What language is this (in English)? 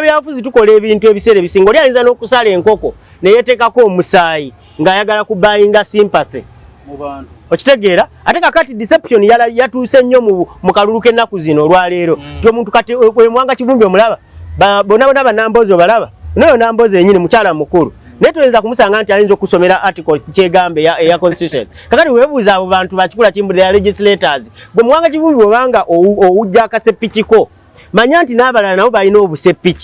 Ganda